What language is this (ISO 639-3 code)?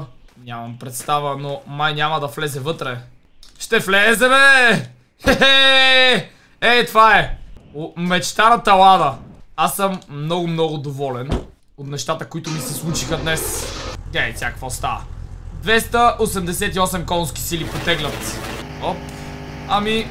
bul